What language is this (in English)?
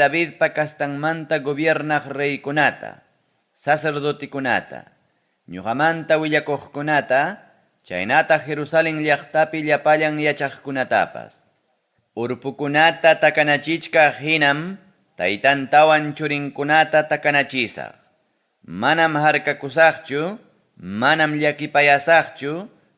Ayacucho Quechua